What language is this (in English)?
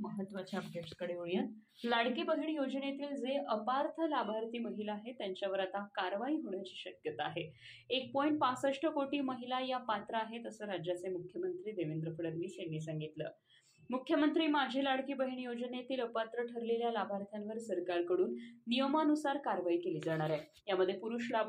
Marathi